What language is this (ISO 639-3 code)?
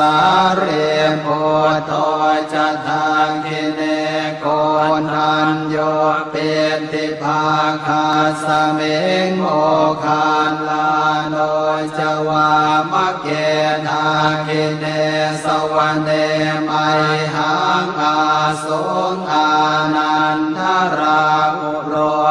pli